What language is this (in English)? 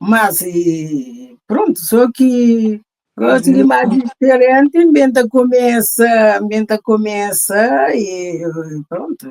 Kabuverdianu